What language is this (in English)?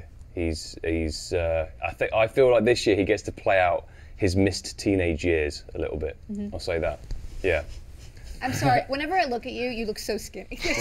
English